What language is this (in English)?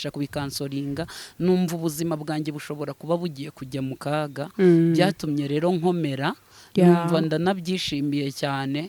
Kinyarwanda